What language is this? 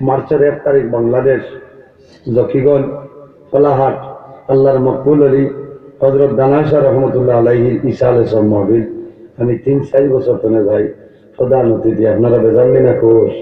Sylheti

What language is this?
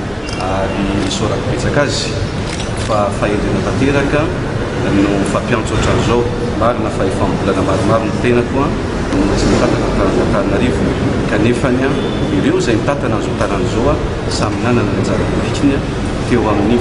Malagasy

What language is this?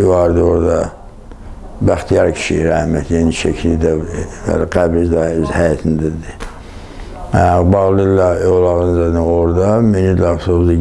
Azerbaijani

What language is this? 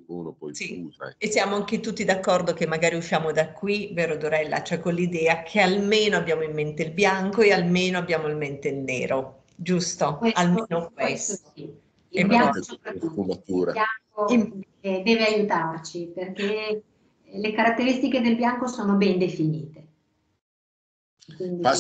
Italian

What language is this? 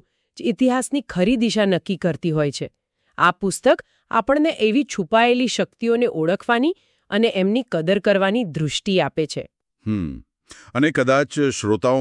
Gujarati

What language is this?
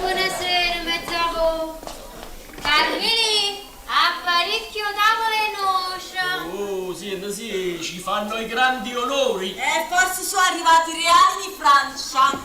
Neapolitan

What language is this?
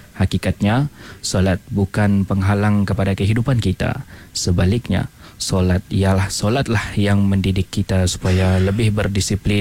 Malay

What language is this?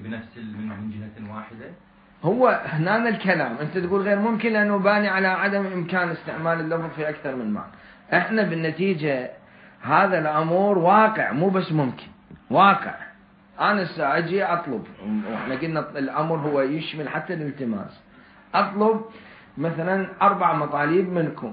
Mesopotamian Arabic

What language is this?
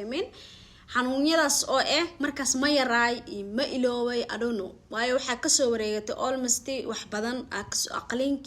Somali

